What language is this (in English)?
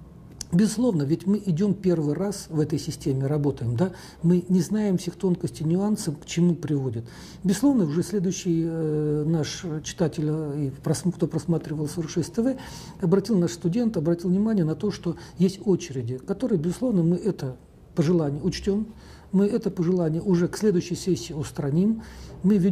Russian